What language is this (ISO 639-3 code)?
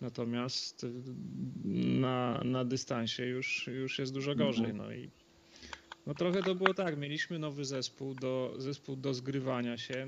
pol